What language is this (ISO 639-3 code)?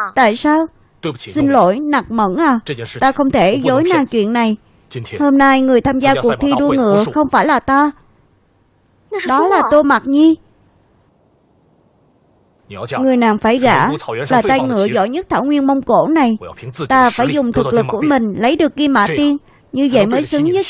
vie